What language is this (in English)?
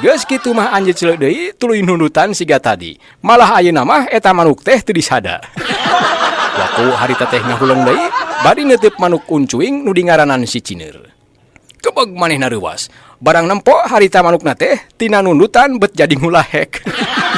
Sundanese